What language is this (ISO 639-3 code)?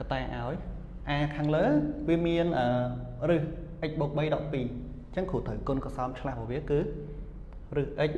khm